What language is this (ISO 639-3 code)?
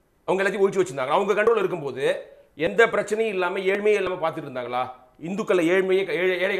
tam